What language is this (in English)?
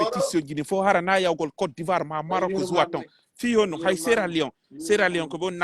Pular